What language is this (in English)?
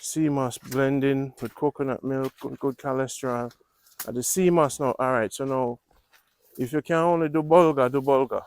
Jamaican Creole English